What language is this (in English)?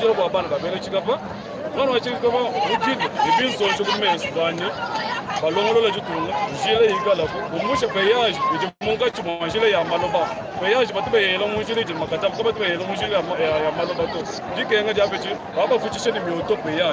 Luba-Lulua